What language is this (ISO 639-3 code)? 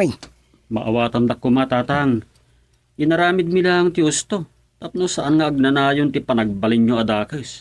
ilo